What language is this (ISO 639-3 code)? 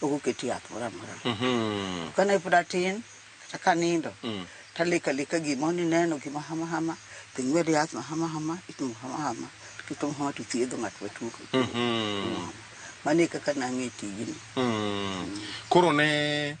luo